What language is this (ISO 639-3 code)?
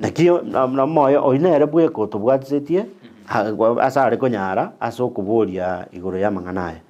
guz